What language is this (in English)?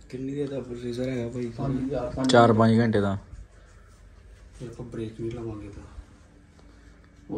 Punjabi